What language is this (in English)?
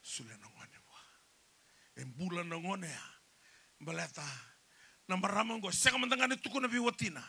Fijian